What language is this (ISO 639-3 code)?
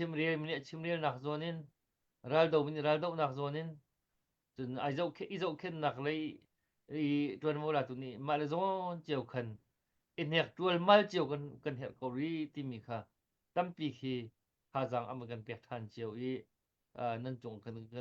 cnh